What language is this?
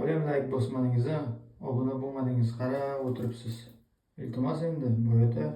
Uzbek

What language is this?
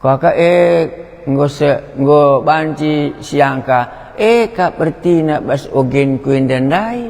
Batak Karo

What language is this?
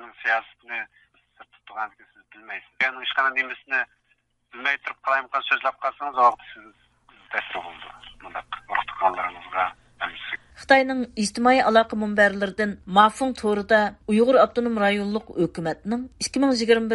Uyghur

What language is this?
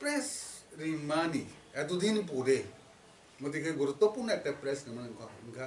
Kok Borok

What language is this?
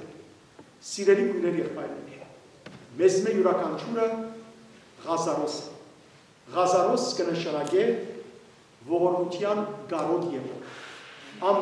Western Armenian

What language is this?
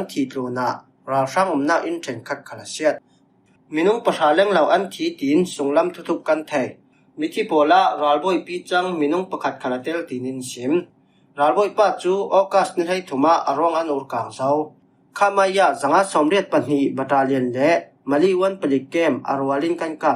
Falam Chin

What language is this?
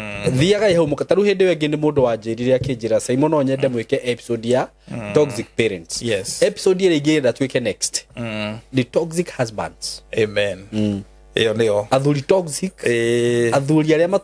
Kikuyu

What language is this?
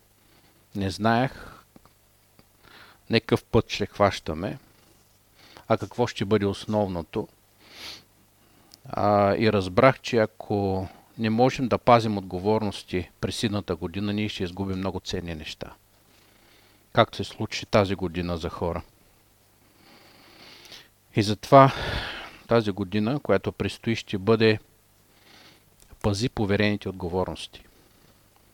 Bulgarian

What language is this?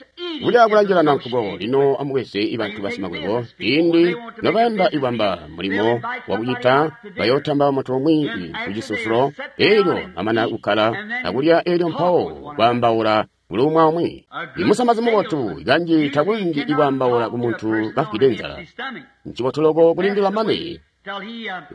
Tonga (Zambia)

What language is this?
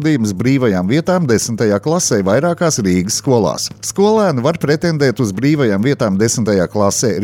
Latvian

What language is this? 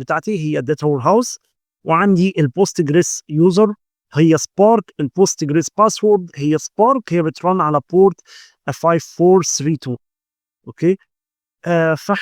Egyptian Arabic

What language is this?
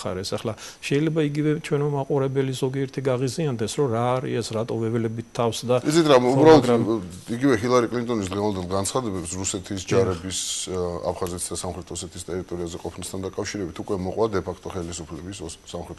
Georgian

